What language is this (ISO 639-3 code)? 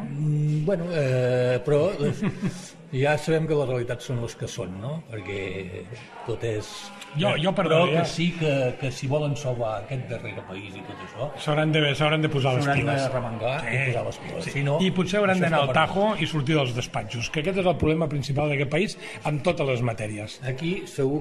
cat